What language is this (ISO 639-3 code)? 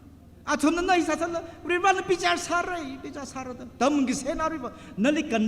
nmf